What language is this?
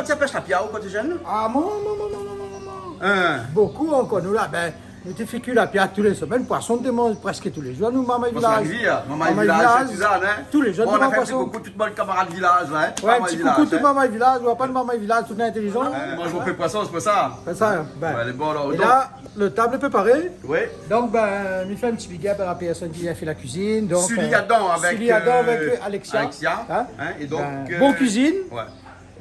Réunion Creole French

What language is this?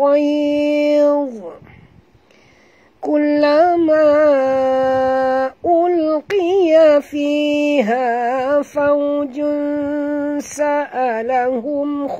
Malay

